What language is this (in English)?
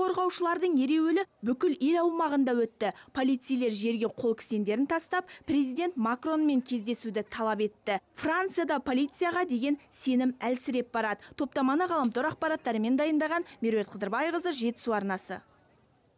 Kazakh